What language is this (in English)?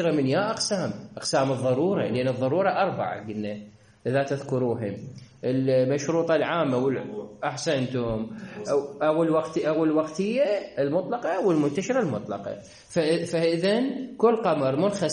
Mesopotamian Arabic